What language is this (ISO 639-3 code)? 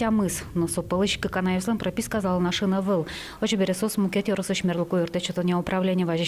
udm